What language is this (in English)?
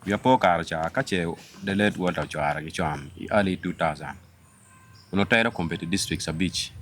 Acoli